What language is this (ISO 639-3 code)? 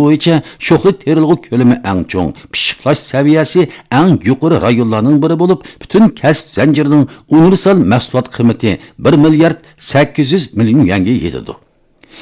uig